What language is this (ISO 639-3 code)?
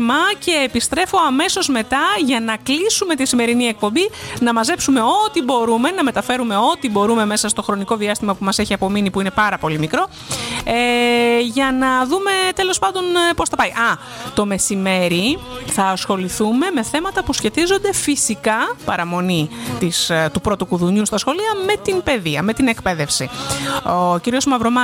ell